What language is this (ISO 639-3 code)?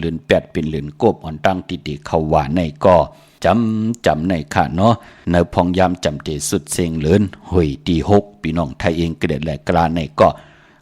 shn